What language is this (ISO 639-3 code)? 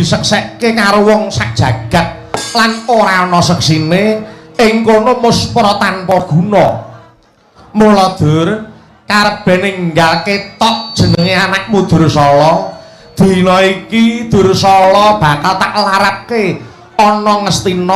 jav